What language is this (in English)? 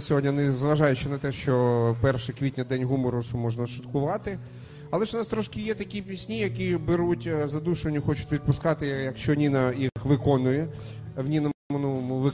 Ukrainian